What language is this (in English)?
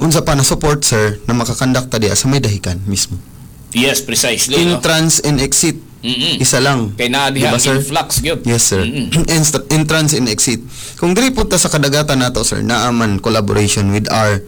Cebuano